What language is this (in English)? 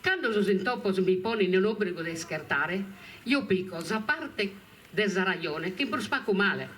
Sardinian